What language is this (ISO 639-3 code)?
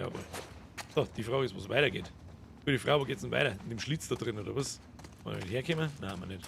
bar